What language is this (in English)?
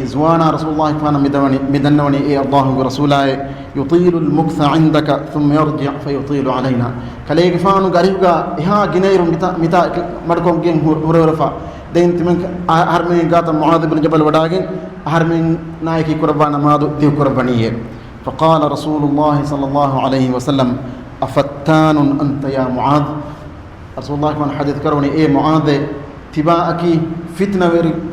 Divehi